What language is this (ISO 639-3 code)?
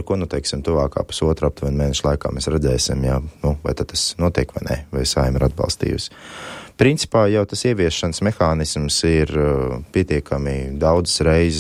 lav